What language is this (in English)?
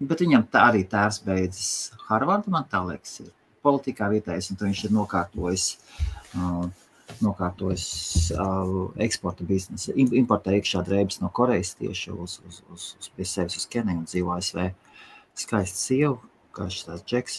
Latvian